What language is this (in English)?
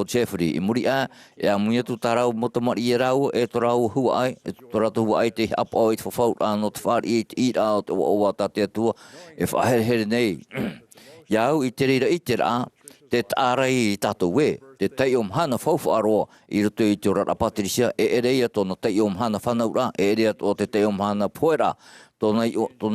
Tahitian